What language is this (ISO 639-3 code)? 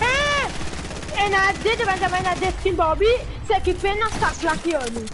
mfe